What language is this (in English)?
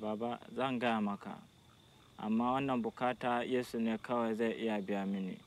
Hausa